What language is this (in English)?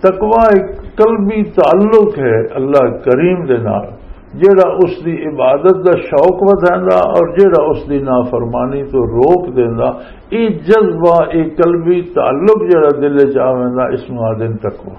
Western Panjabi